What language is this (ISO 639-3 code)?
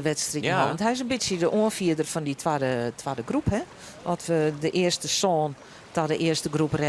fry